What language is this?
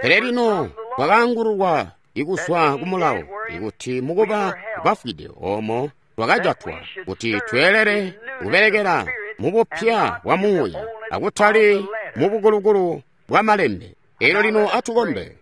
Tonga (Zambia)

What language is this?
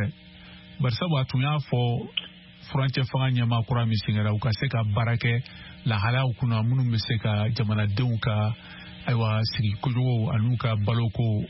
Bambara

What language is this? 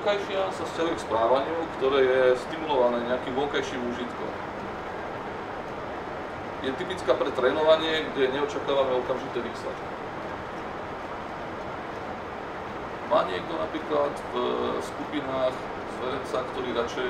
Slovak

